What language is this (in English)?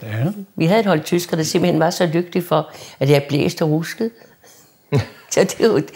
Danish